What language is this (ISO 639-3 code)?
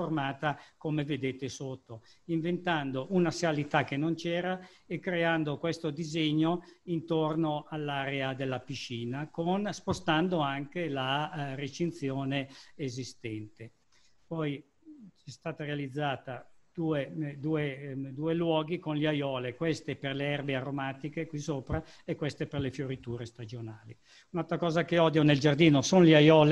ita